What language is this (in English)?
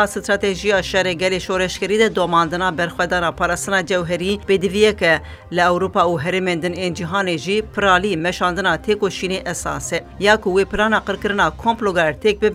Kurdish